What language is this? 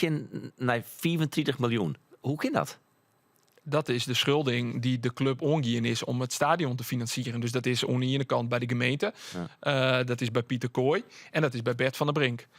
Western Frisian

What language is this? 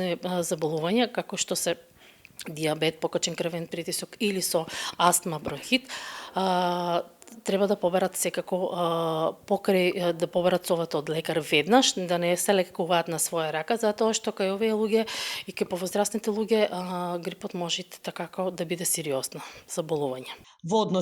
Macedonian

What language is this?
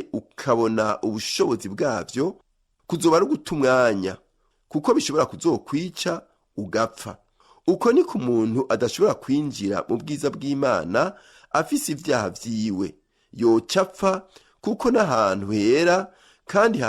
Rundi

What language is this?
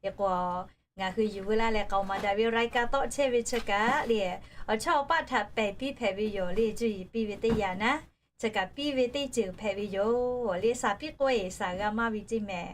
Lahu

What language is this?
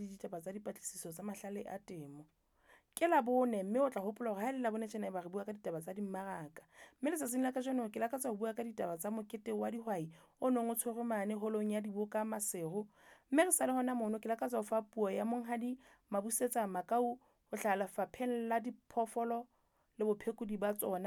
Southern Sotho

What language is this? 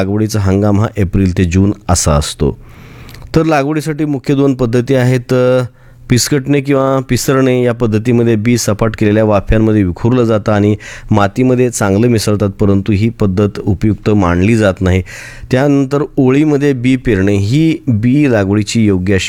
Marathi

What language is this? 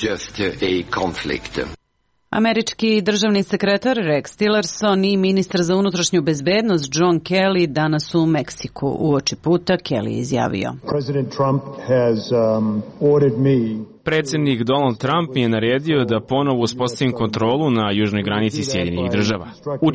Serbian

